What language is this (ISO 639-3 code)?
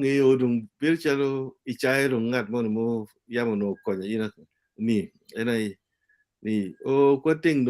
ach